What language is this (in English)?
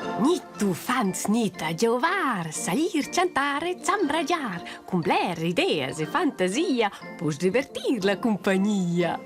Romansh